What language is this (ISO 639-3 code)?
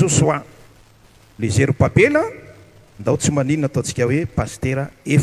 mlg